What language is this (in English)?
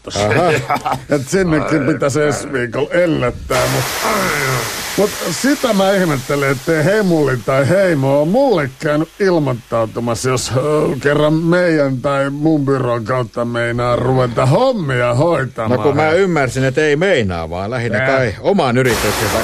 Finnish